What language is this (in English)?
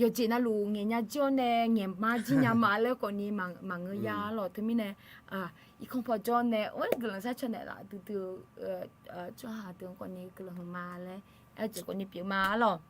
Akha